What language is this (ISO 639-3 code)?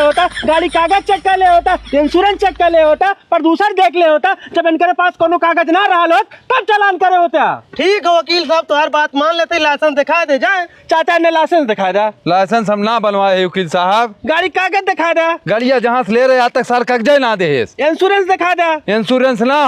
bho